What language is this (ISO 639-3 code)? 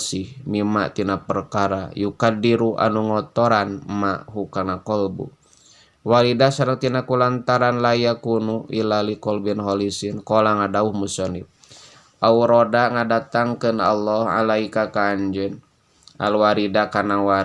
sun